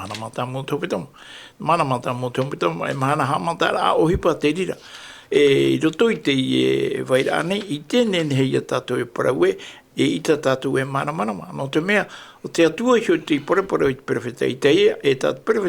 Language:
Tahitian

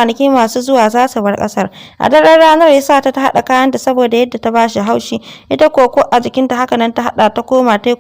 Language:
Hausa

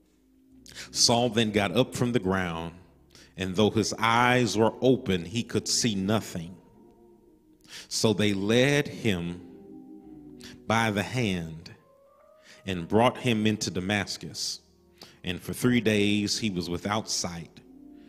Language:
English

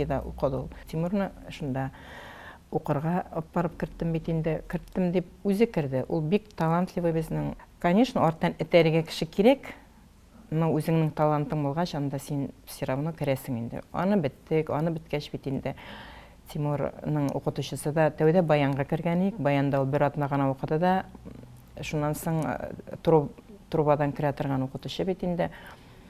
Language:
Tatar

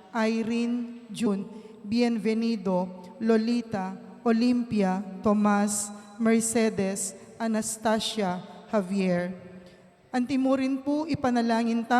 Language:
Pampanga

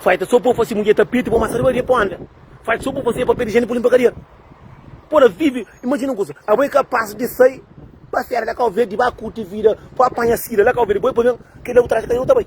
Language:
Kabuverdianu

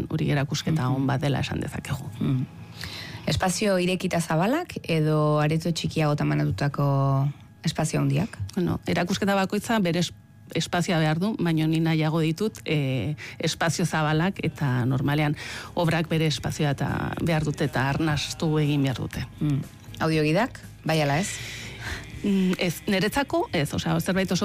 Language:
Basque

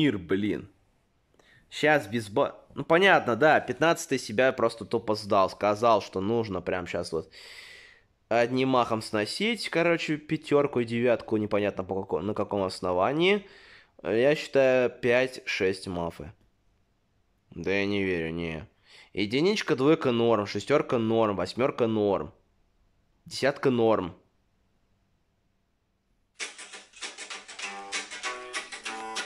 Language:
Russian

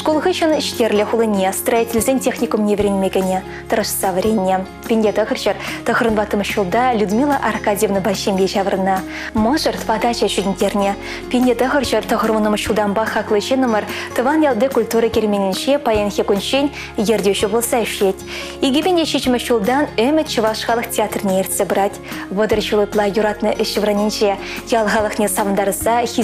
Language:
Chuvash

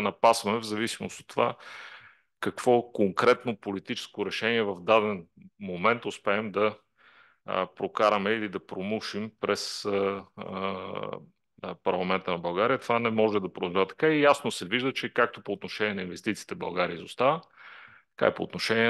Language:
Bulgarian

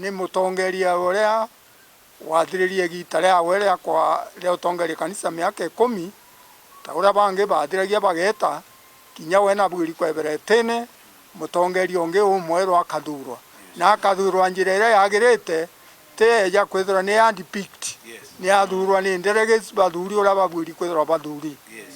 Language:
Meru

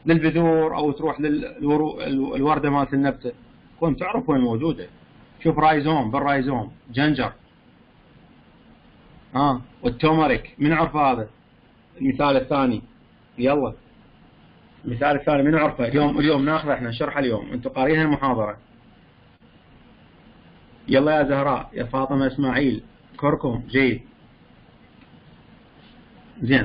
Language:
Mesopotamian Arabic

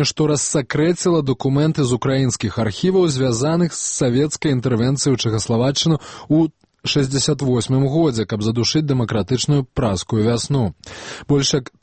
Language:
Belarusian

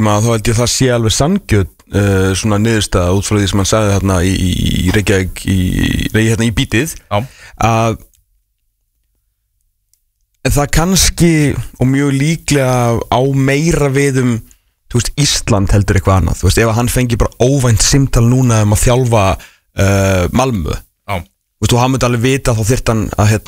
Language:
Icelandic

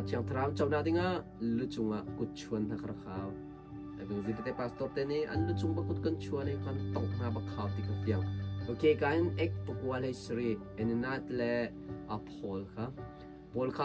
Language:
Hakha Chin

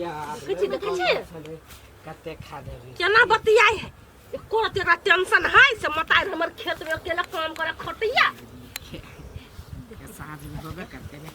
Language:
Maithili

